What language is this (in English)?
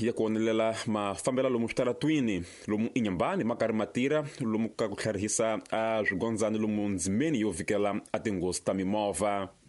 Tsonga